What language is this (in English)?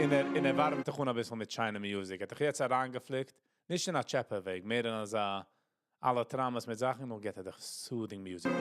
Yiddish